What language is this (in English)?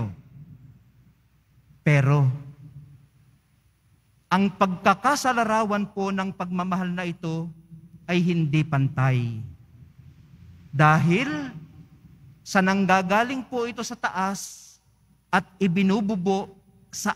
Filipino